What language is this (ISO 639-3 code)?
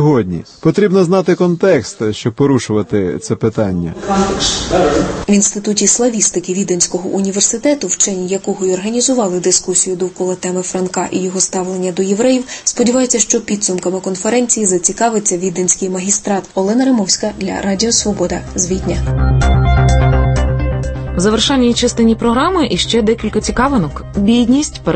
ukr